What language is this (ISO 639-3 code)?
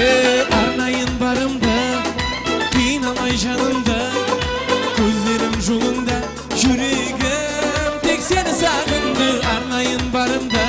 kaa